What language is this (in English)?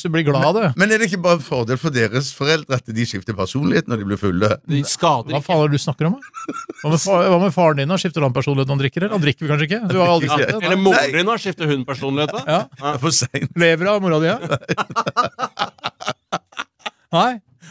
Norwegian